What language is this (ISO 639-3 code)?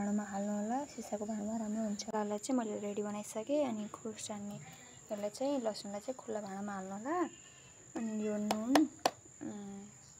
nep